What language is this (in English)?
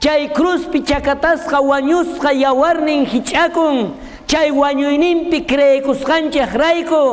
South Bolivian Quechua